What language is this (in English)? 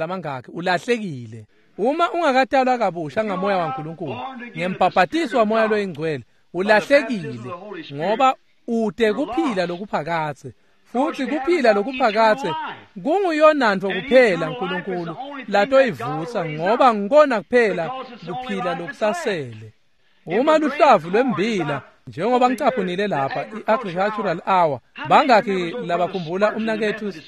Swati